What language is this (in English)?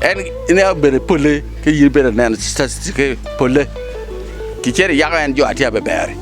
Acoli